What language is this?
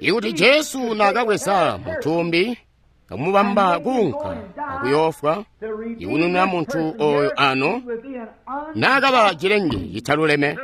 Tonga (Zambia)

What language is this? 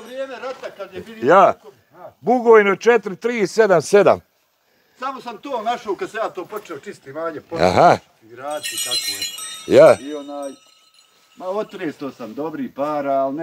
Bosnian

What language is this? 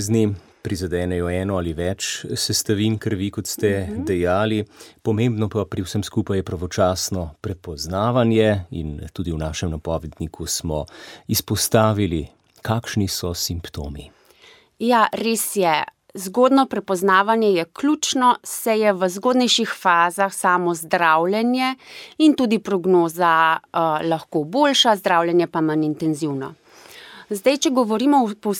Slovenian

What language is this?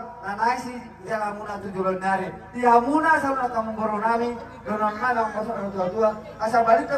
Batak Toba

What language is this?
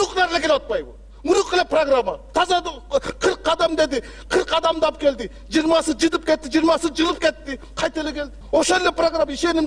Kyrgyz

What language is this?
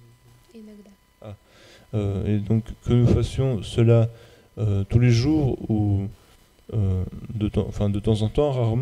French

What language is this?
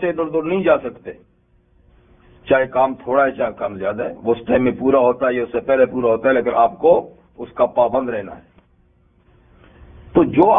Urdu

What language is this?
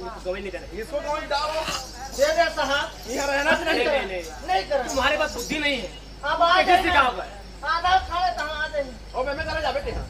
Chhattisgarhi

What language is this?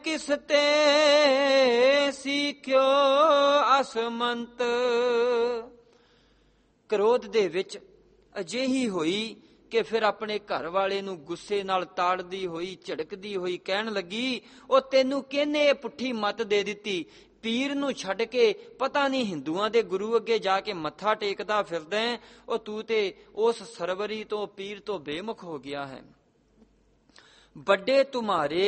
Punjabi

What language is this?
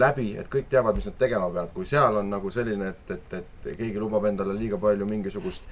Estonian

